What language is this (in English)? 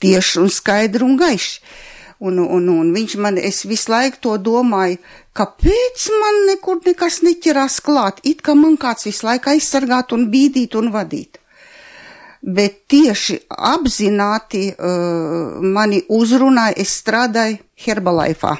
Latvian